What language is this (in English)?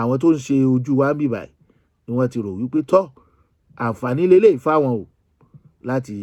Yoruba